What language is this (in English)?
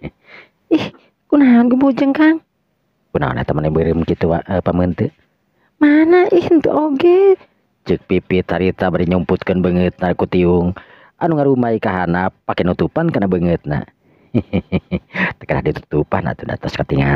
Sundanese